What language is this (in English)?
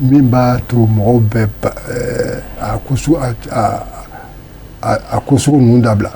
Bambara